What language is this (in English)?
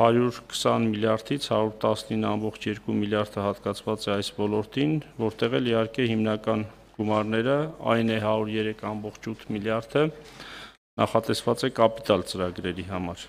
Armenian